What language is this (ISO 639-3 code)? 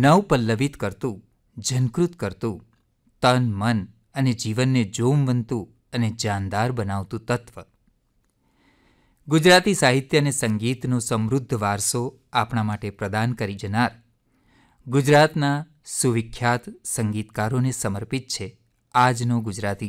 guj